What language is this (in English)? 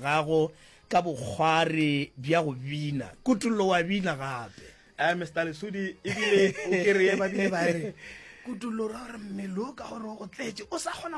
Northern Sotho